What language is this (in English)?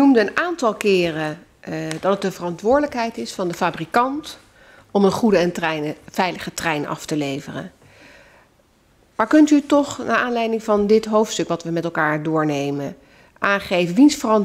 Dutch